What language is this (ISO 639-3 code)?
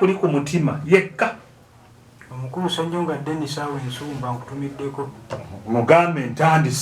lug